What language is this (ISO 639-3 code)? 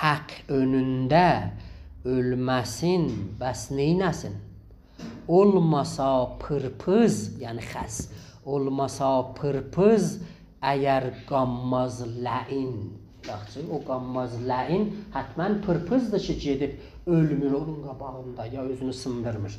azb